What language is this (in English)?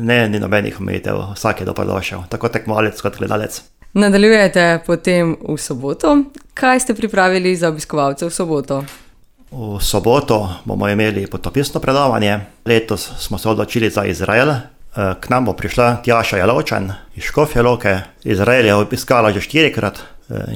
Slovenian